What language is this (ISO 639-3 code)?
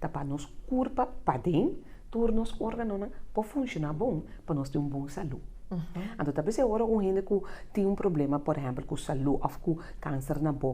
pap